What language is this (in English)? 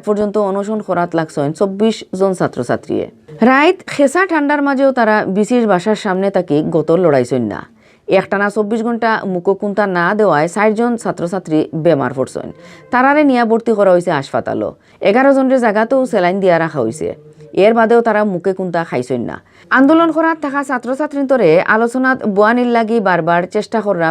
Sylheti